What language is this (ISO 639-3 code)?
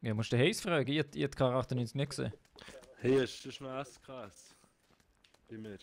gsw